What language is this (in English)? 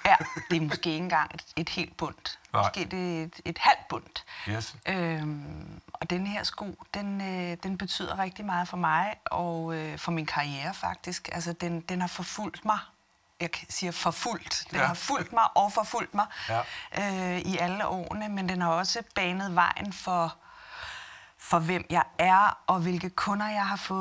Danish